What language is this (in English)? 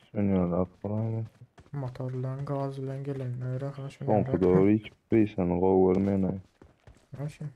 Turkmen